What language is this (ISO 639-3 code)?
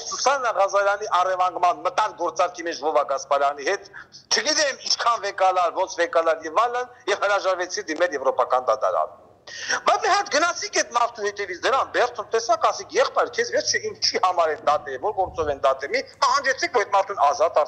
hye